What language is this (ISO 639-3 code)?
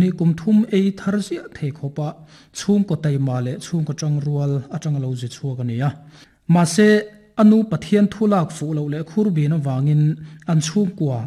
lus